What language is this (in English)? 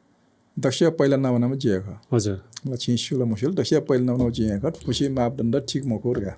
Newari